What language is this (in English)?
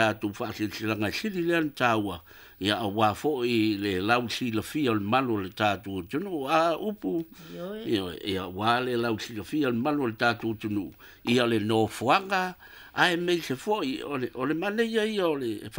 Samoan